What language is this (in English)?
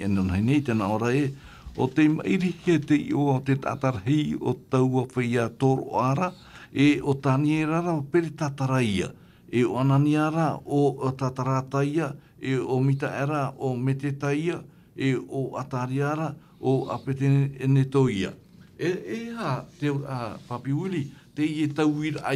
Tahitian